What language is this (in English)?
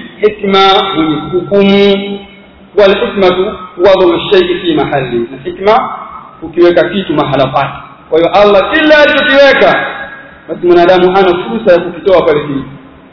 Swahili